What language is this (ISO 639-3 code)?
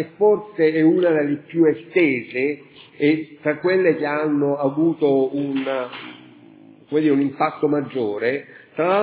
ita